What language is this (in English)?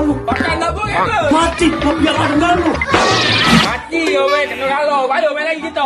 Musi